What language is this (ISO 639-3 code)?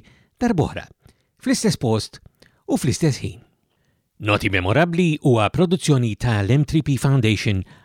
mlt